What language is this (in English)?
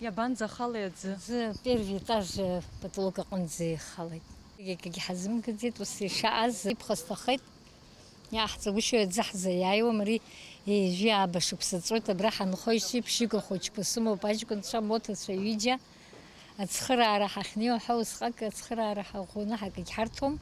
Abkhazian